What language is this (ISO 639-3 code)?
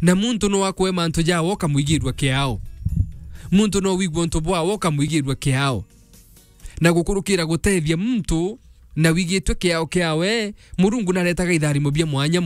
mer